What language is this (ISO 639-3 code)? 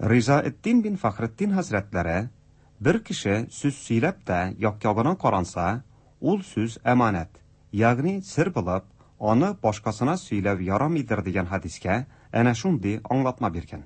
tat